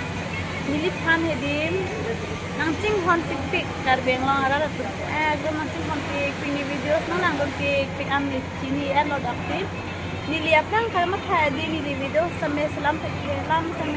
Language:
Karbi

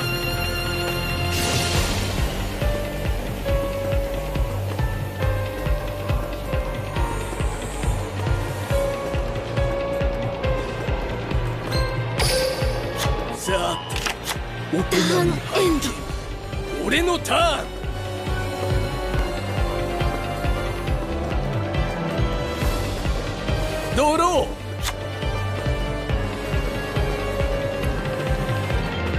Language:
Japanese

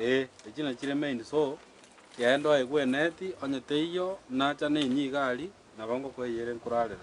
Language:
Gusii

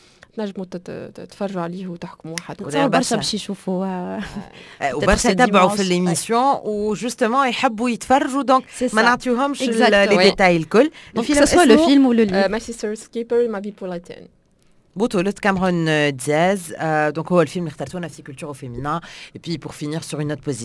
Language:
Tunisian Arabic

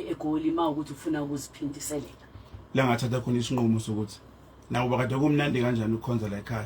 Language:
Zulu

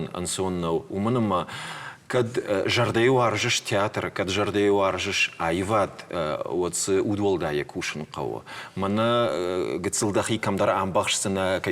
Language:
Ossetic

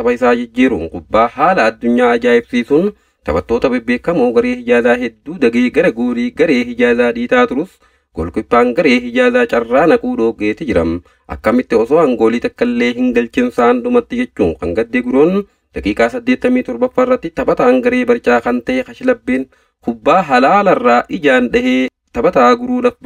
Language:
Oromo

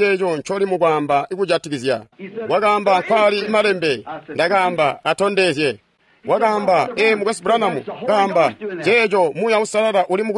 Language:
Tonga (Zambia)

